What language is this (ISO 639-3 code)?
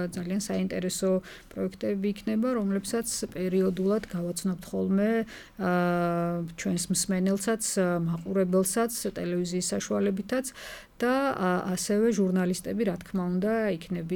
kat